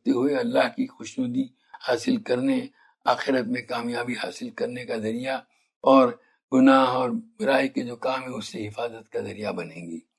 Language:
Urdu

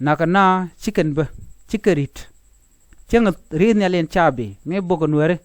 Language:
Nuer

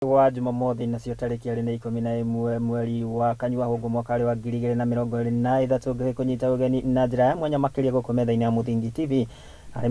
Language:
Kikuyu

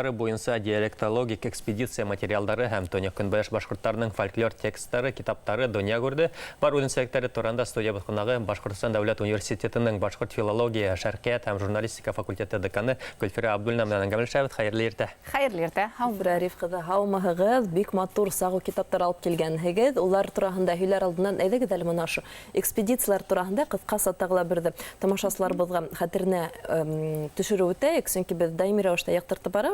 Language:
Bashkir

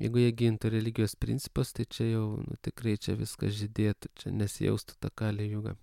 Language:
Lithuanian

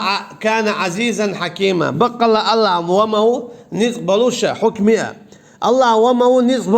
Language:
Chechen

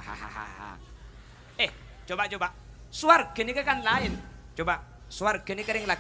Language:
Madurese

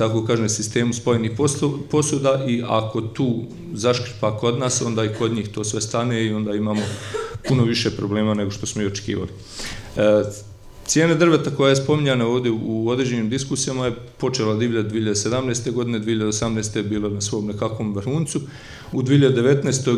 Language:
Bosnian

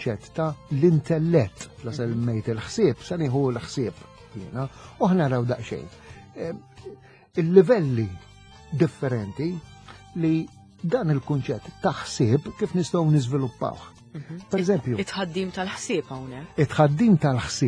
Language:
Maltese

